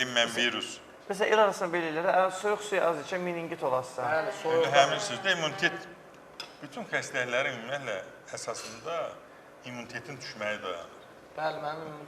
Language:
Azerbaijani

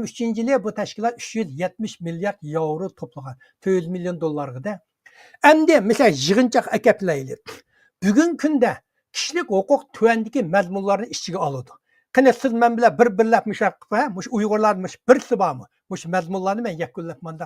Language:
Uyghur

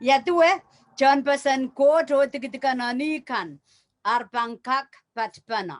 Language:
Pohnpeian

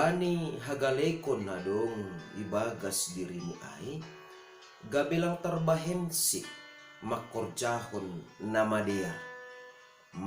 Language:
Batak Simalungun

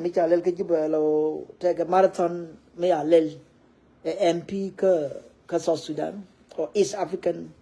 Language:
Nuer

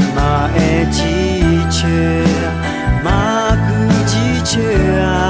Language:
Akha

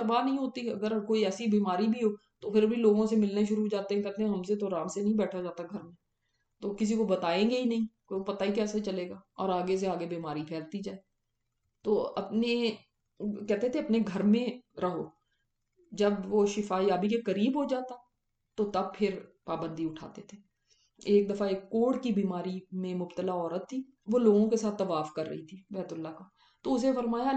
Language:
Urdu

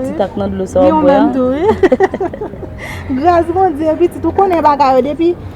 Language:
Haitian Creole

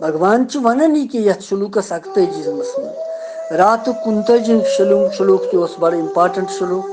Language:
Kashmiri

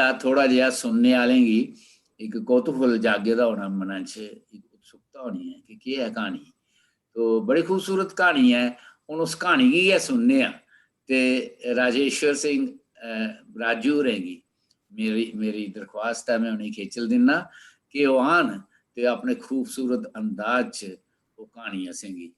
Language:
Dogri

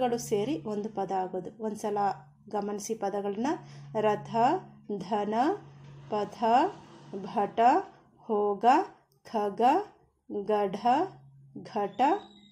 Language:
Kannada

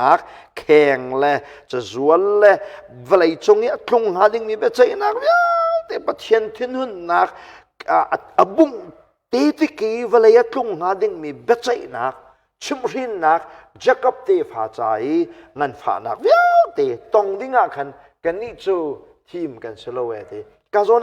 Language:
Hakha Chin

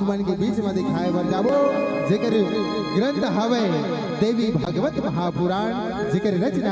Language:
Chhattisgarhi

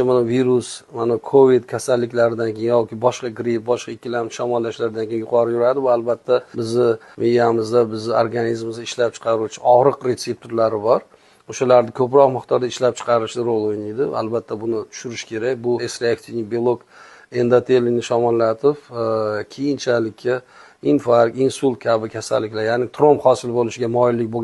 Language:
Uzbek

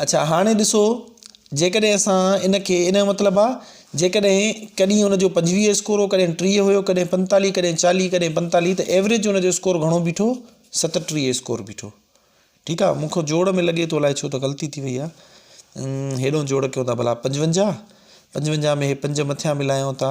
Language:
Sindhi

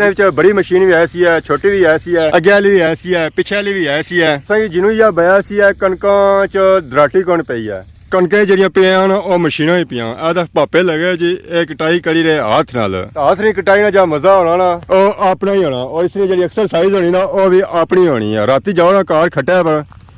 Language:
Pahari-Potwari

